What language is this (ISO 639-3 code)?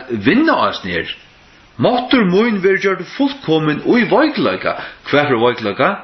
fao